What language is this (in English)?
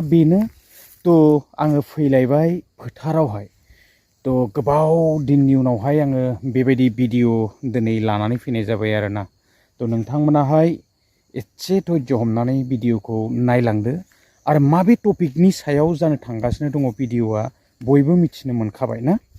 Bodo